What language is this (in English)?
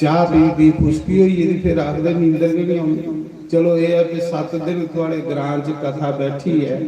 Dogri